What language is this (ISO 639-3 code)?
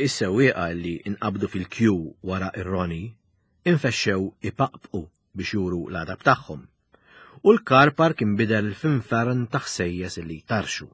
mlt